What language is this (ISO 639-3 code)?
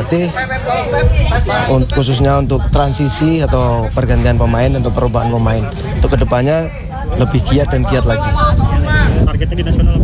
ind